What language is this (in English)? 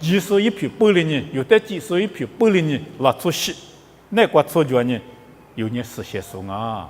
Lisu